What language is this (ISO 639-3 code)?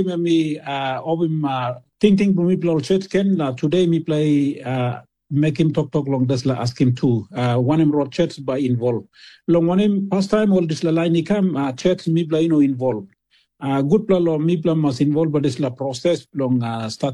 tpi